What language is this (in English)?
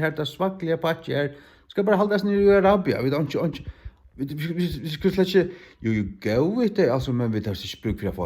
Faroese